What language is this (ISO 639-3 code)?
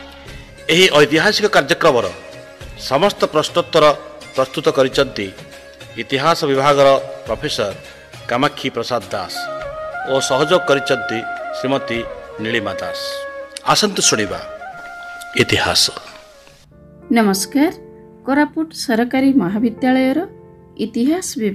ori